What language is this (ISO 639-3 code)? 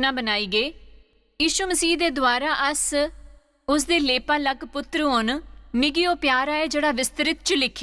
doi